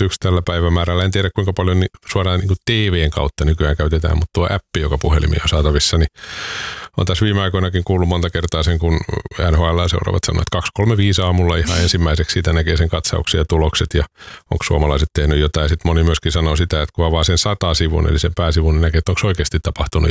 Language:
Finnish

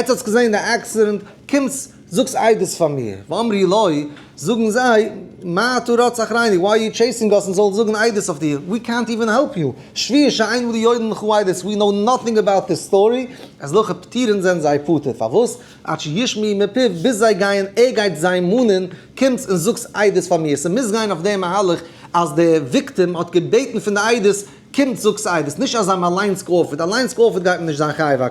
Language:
Yiddish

